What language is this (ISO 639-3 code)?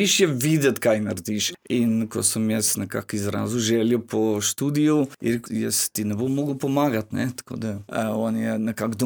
slv